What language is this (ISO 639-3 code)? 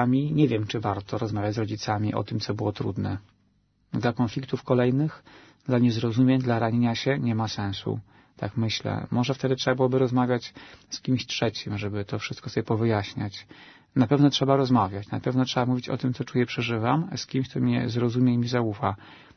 pol